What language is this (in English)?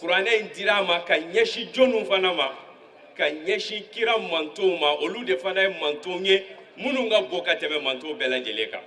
Bambara